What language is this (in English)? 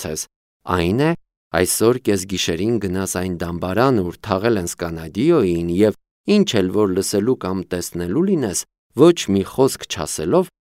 Armenian